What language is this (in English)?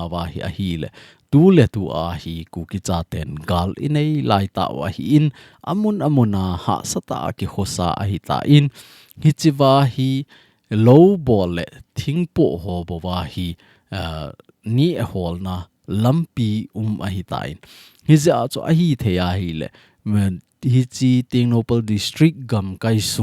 Thado Chin